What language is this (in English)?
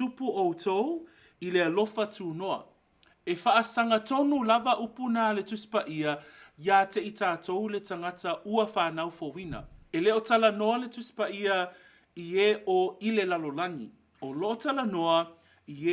Samoan